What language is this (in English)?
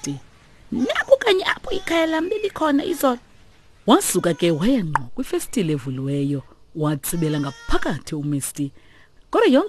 Xhosa